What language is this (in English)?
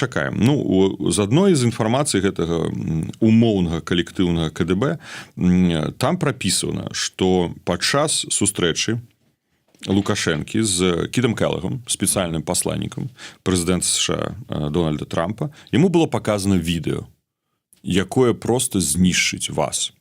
Belarusian